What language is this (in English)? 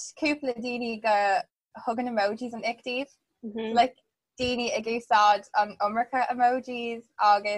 Irish